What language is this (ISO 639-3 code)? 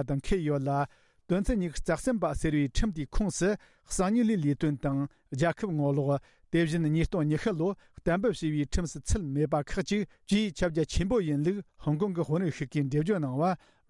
bod